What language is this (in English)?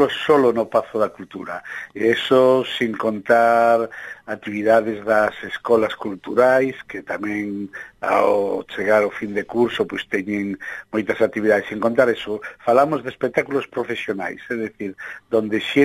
Galician